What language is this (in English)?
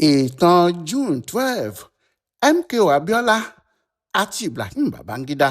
Yoruba